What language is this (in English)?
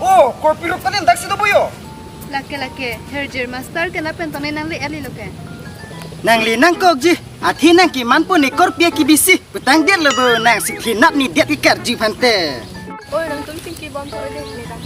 Karbi